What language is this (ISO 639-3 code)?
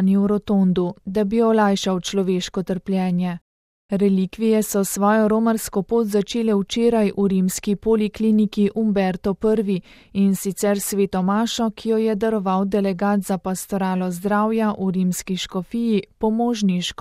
slv